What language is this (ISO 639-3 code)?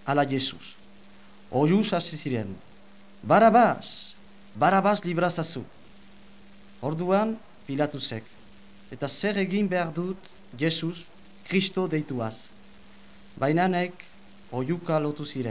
eus